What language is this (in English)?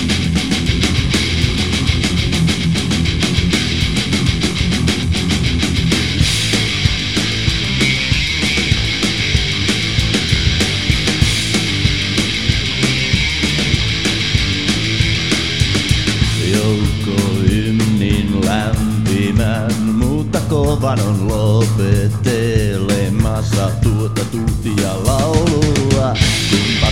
Finnish